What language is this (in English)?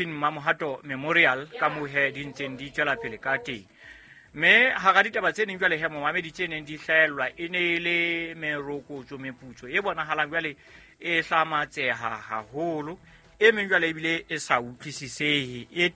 Southern Sotho